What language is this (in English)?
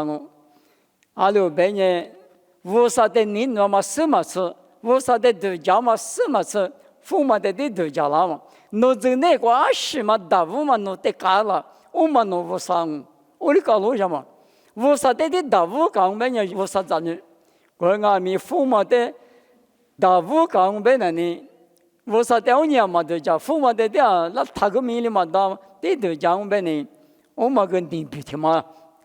Lisu